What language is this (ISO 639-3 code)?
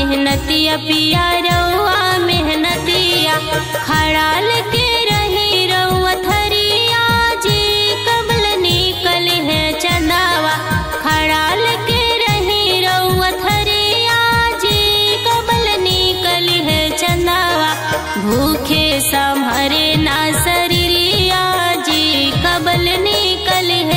bho